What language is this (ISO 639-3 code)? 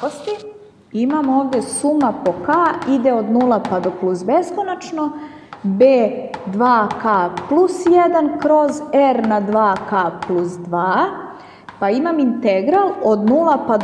srp